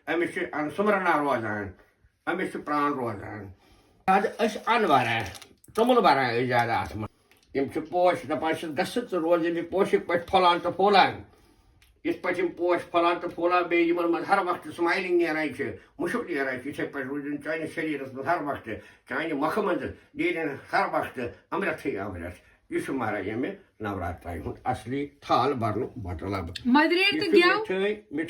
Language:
Kashmiri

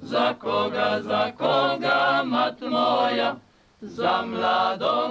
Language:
Croatian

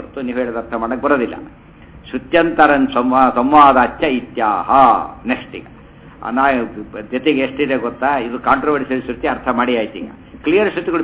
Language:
Kannada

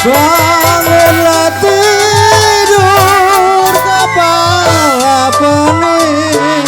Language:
Betawi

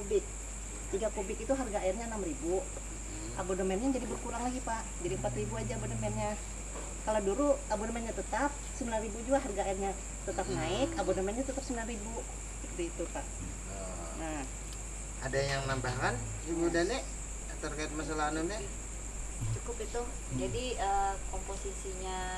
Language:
Banjar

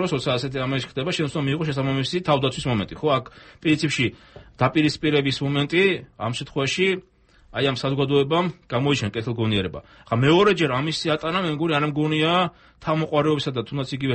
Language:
Georgian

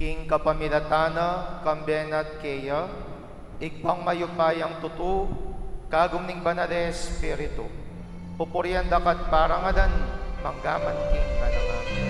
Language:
Pampanga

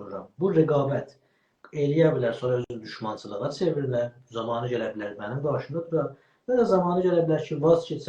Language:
South Azerbaijani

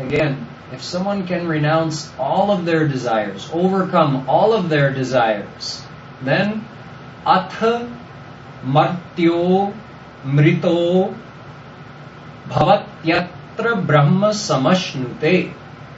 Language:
English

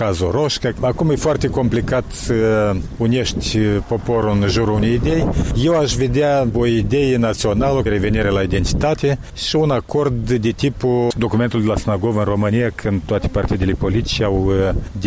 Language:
Romanian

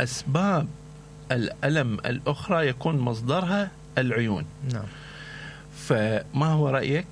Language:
Mesopotamian Arabic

